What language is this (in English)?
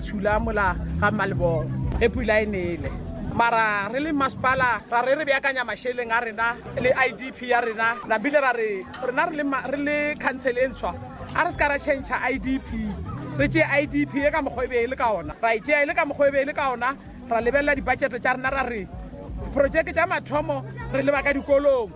Northern Sotho